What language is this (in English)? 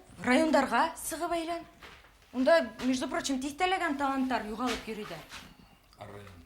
Bashkir